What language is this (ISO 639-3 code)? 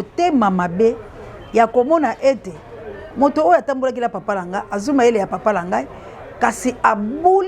lin